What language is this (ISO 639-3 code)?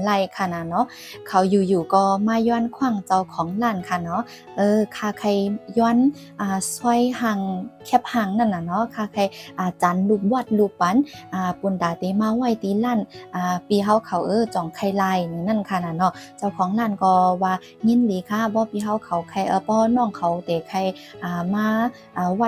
shn